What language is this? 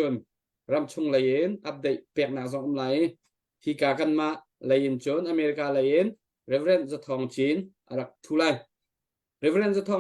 Hakha Chin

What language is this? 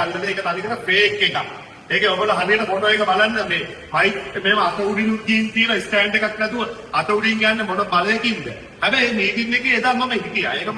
Sinhala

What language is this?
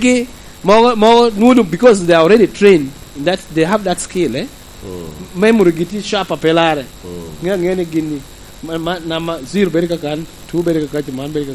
Lango (Uganda)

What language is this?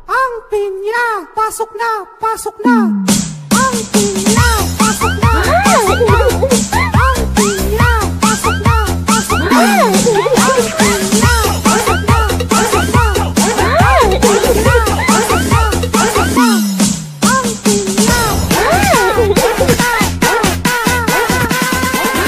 Filipino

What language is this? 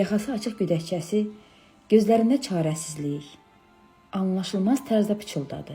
Azerbaijani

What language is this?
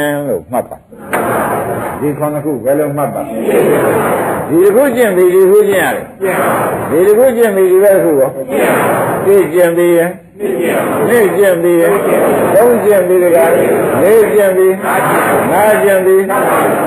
Burmese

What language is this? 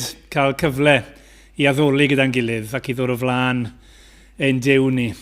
Welsh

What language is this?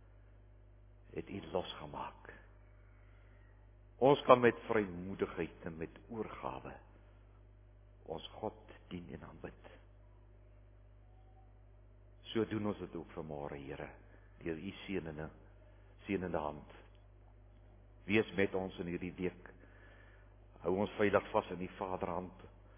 Afrikaans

